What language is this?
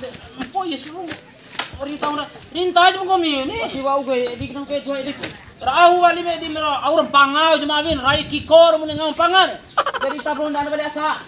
Bima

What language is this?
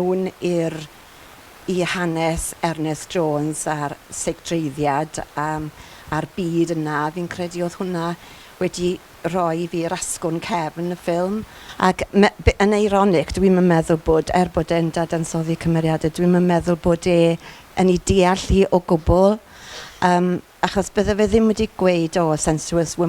Welsh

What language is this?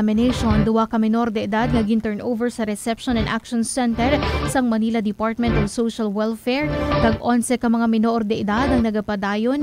Hiligaynon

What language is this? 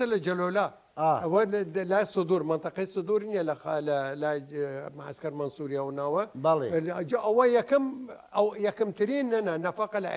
Southern Kurdish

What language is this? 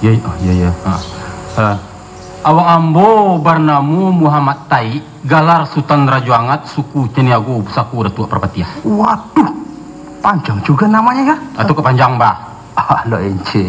Minangkabau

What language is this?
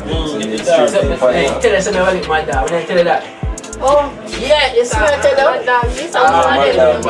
Jamaican Creole English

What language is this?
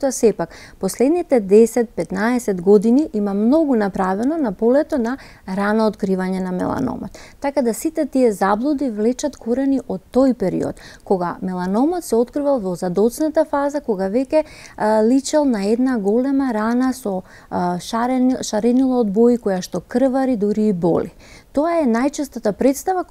Macedonian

